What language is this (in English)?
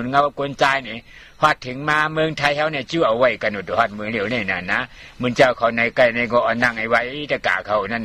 Shan